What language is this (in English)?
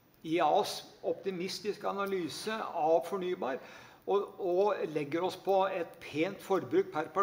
Norwegian